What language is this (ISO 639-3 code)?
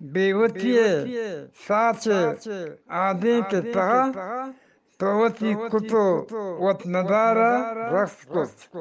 bgp